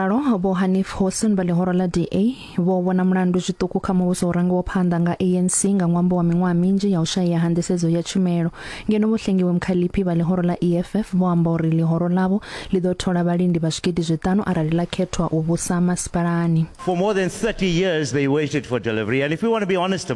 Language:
Venda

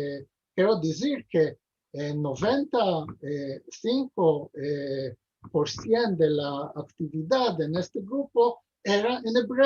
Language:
Ladino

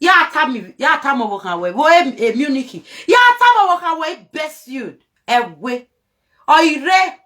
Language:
Nigerian Pidgin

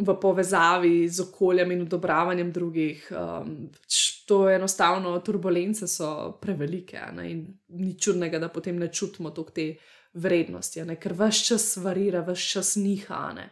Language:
Slovenian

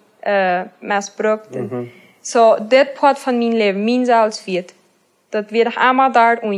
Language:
Plautdietsch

